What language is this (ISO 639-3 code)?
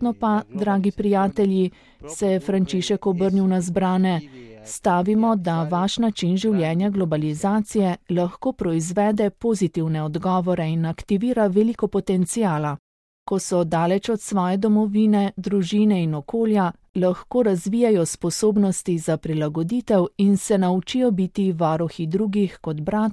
slv